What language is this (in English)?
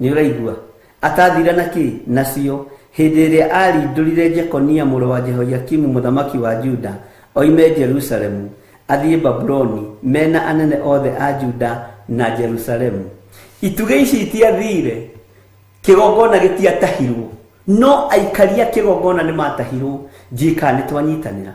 Kikuyu